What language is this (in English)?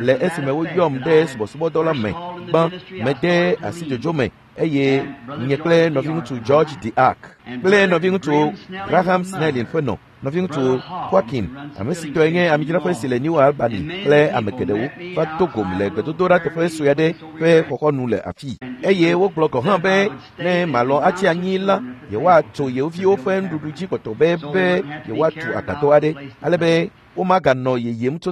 Ewe